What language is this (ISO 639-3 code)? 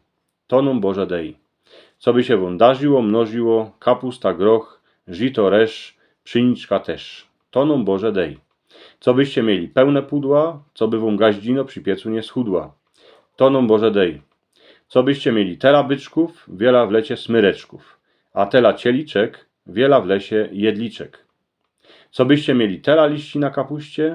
szl